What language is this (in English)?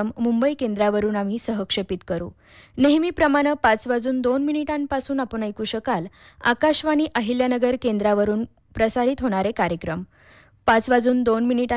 Marathi